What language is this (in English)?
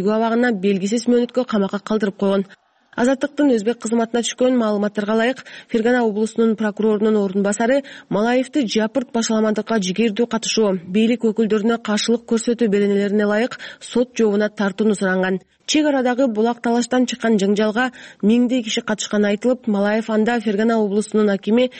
Kyrgyz